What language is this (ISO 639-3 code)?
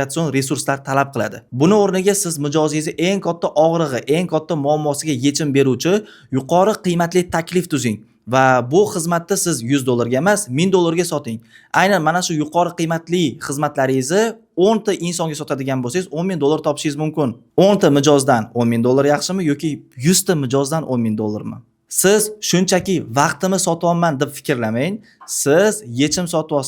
uzb